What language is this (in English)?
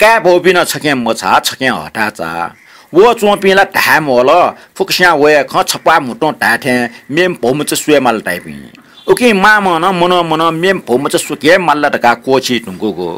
Newari